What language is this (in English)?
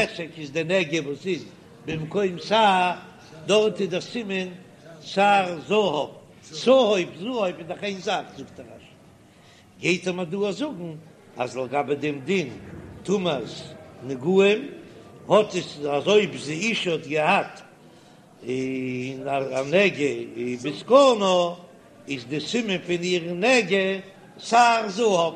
Yiddish